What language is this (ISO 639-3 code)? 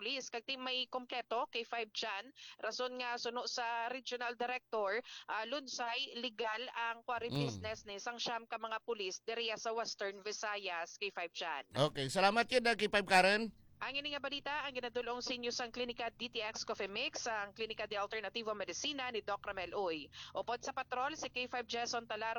hil